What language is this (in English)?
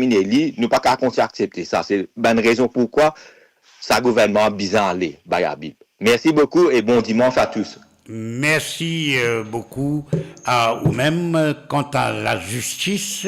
Morisyen